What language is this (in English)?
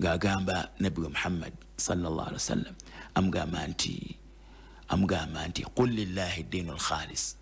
Ganda